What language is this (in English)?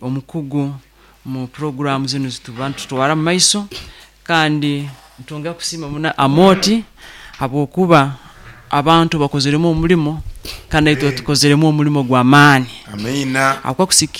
Nyoro